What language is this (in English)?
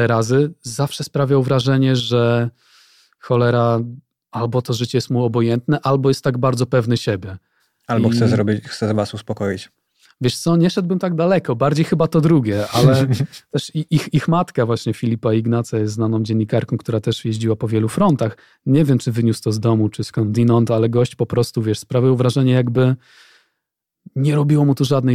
Polish